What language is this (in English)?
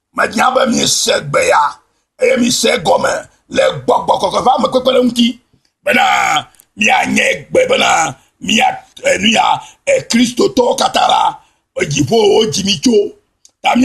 Ewe